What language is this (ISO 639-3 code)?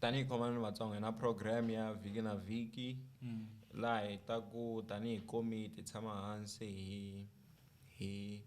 tso